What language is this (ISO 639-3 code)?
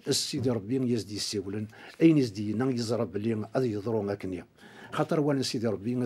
kab